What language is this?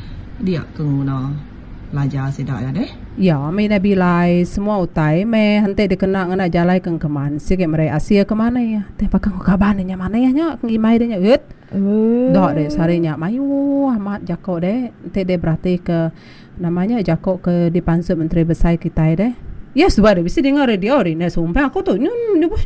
Iban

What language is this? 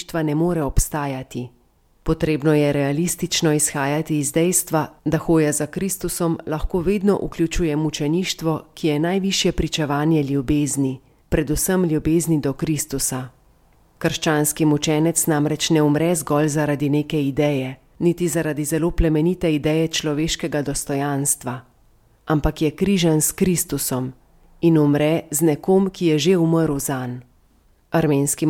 Slovenian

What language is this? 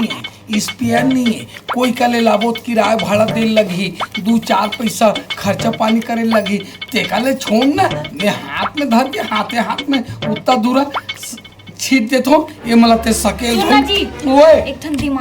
Chhattisgarhi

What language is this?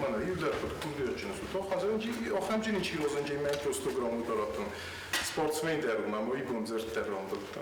Ossetic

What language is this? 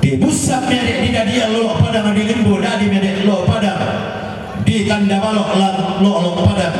Toraja-Sa'dan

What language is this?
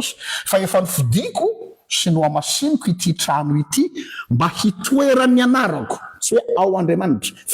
Malagasy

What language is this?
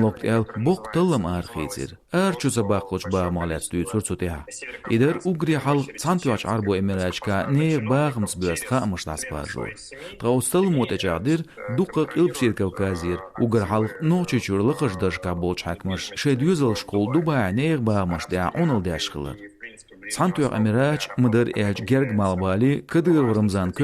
Chechen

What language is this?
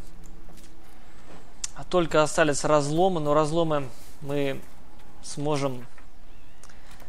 Russian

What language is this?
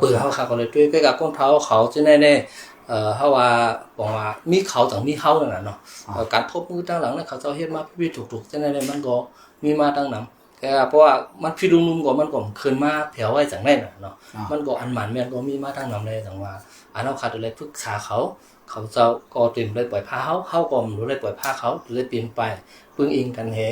Shan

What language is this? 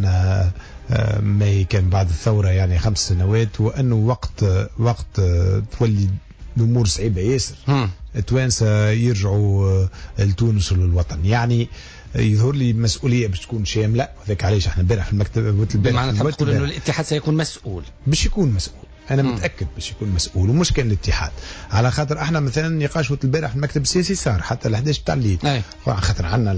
Tunisian Arabic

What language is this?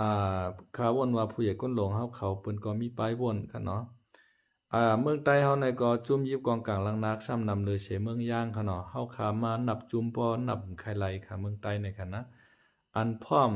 Lao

